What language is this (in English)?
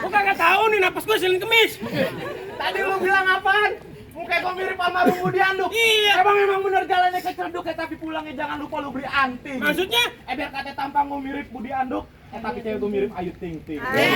Betawi